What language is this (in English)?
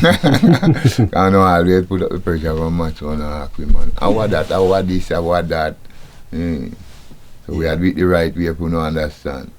Jamaican Creole English